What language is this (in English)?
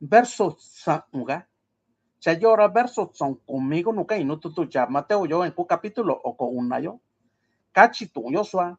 Mixtepec Mixtec